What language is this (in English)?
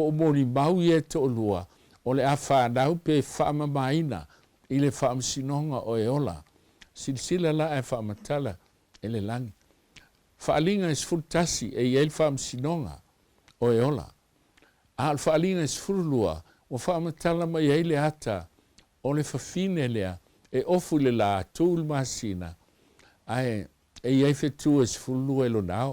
Samoan